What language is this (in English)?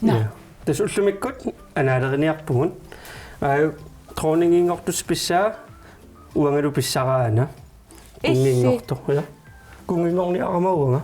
Kalaallisut